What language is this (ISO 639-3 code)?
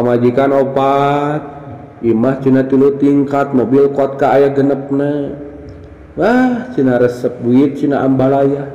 sun